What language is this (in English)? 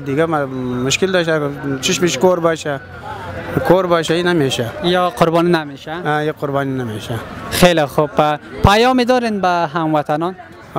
Persian